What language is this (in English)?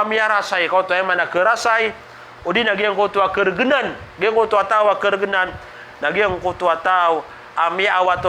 Maranao